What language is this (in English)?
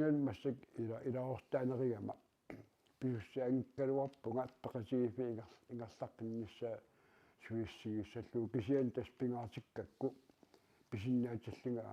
Kalaallisut